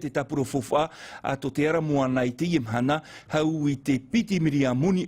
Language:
Tahitian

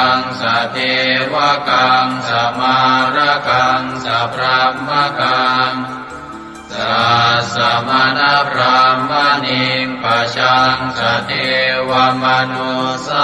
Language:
Pali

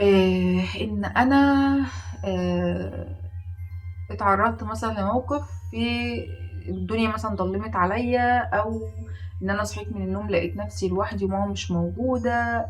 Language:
Egyptian Arabic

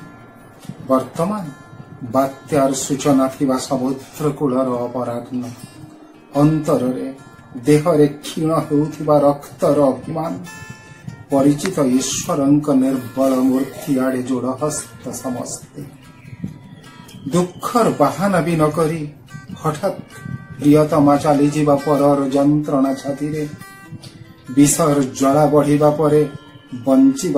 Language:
Odia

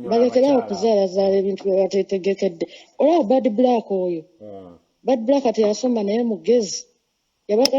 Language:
Ganda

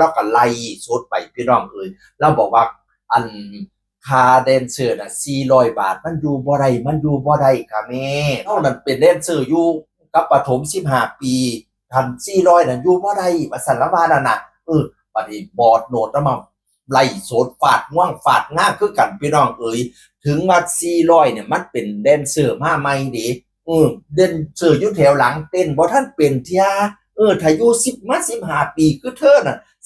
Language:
Northeastern Thai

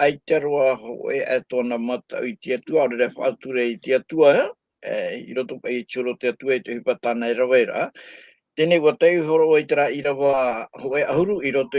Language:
Tahitian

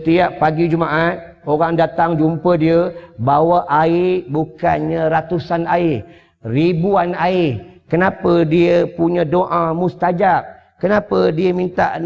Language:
Malay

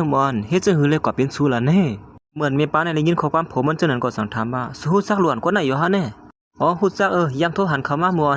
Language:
Shan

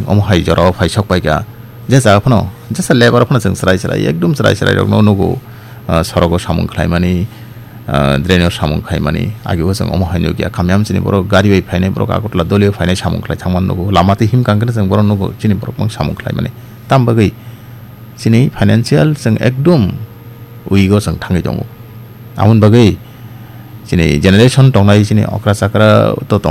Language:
Kok Borok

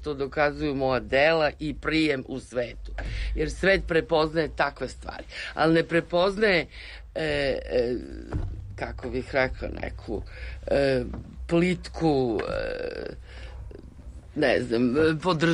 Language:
Serbian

